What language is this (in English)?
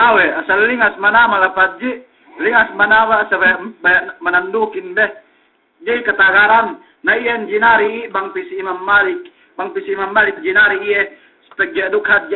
Yakan